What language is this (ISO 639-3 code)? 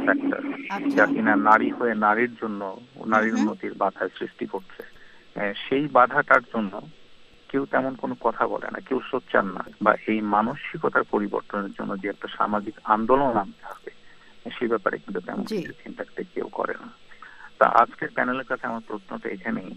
ben